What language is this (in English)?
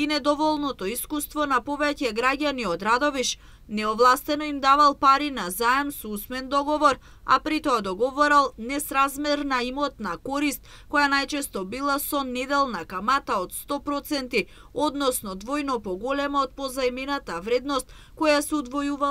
Macedonian